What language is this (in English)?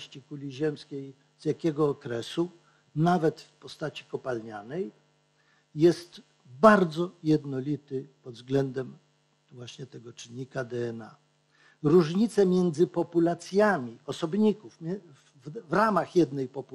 Polish